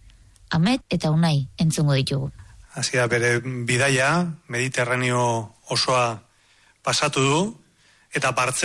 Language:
Basque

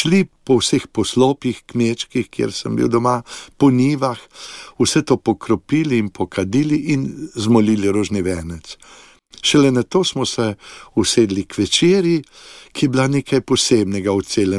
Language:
Slovenian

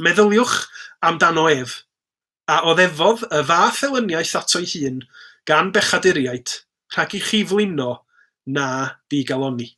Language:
Welsh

